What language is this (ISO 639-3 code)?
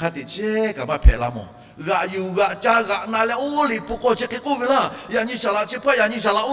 lhu